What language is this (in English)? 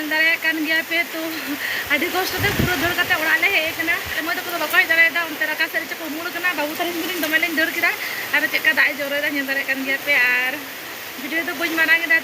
Santali